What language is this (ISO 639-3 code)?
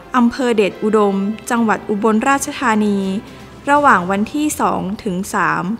tha